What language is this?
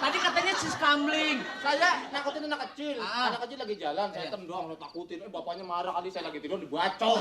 Betawi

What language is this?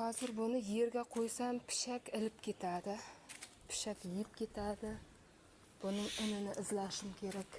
Uzbek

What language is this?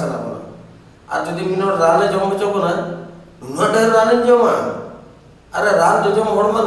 Santali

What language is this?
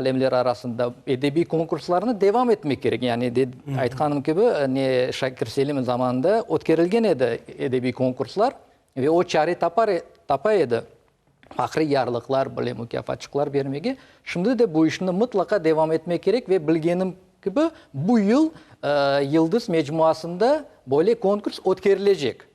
Crimean Tatar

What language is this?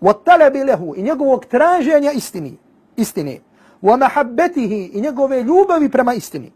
Bosnian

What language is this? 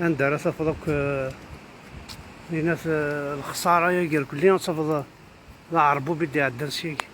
Kabyle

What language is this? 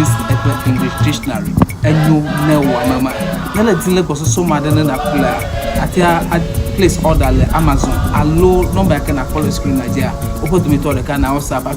Ewe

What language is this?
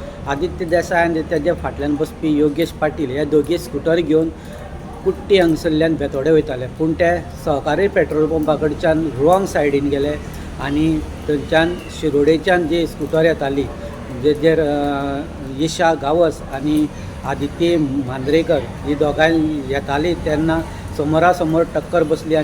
Konkani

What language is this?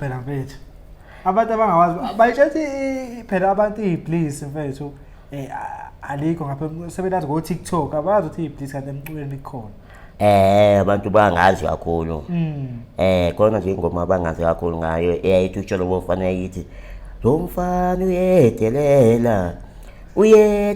Zulu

